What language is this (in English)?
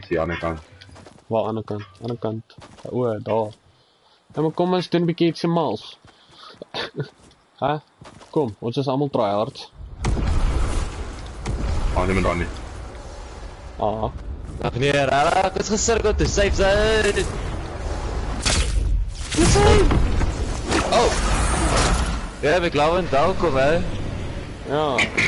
Afrikaans